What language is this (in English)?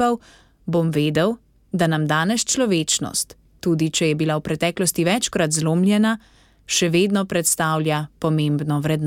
Slovenian